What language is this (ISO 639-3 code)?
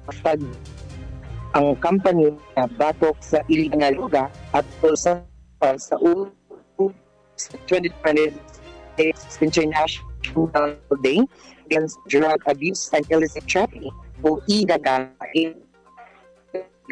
ceb